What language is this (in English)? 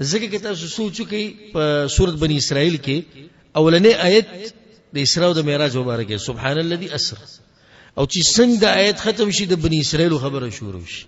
Pashto